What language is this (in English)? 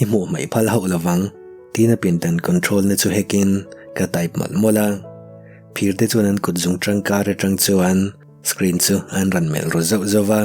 Mizo